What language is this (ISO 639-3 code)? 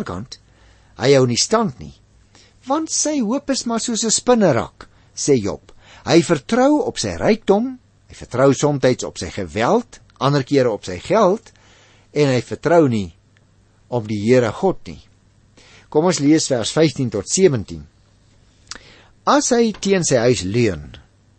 afr